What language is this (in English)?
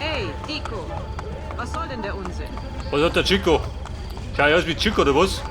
Bavarian